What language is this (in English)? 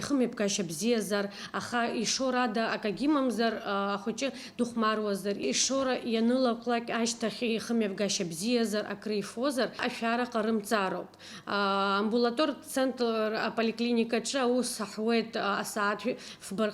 Abkhazian